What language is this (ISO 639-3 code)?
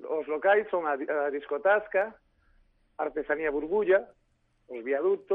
glg